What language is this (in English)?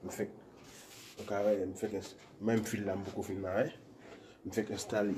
Haitian Creole